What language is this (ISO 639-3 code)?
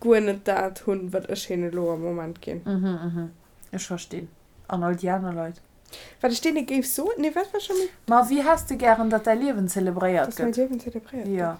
ltz